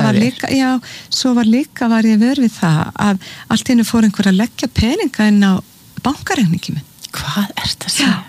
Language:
Icelandic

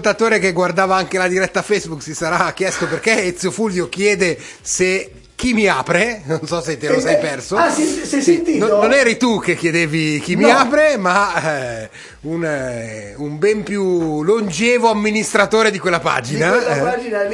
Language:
Italian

